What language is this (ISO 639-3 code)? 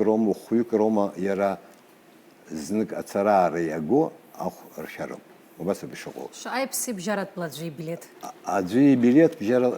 abk